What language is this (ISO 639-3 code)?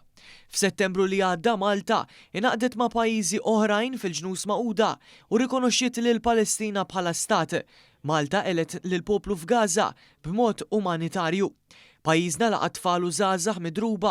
mlt